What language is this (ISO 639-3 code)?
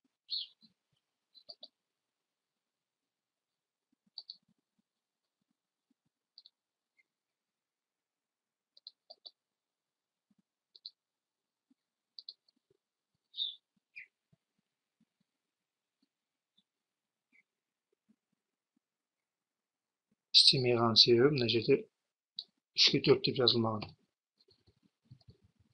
kaz